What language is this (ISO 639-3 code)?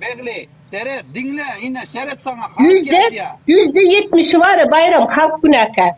tuk